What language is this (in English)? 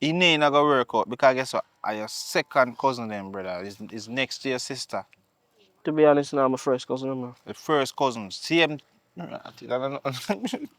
Jamaican Creole English